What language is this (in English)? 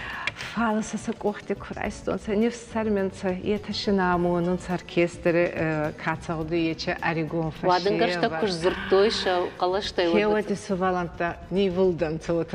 Ossetic